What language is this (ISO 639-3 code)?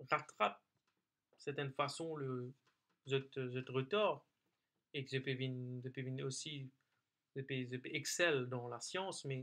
mfe